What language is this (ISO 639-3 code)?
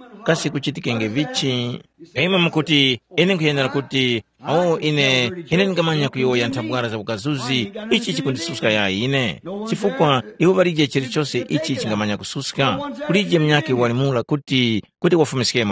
tum